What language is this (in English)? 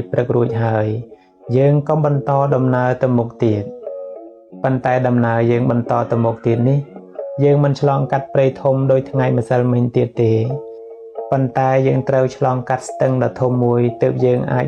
Khmer